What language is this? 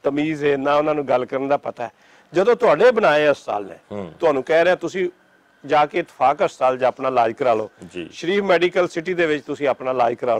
Western Panjabi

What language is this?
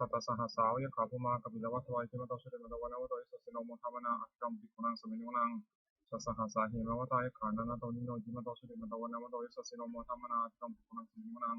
Pali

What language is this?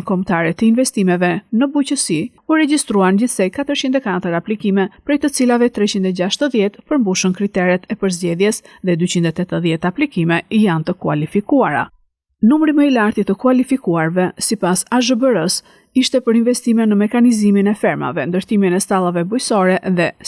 Albanian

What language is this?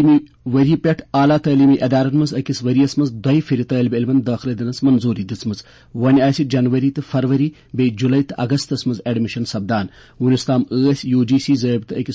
Kashmiri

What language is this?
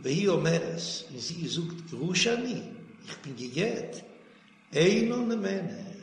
Yiddish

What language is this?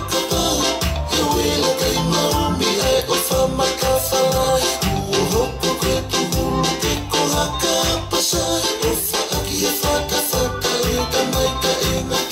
Tongan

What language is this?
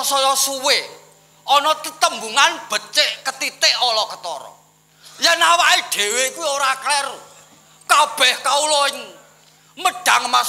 Javanese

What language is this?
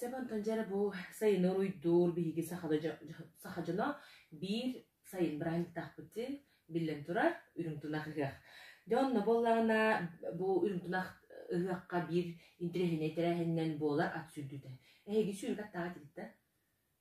Yakut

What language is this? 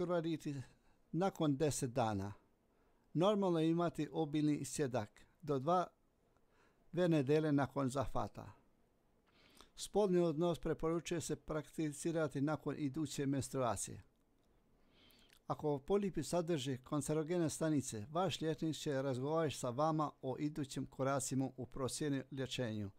Croatian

